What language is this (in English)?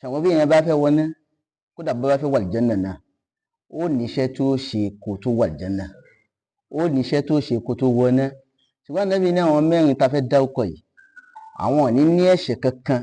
Yoruba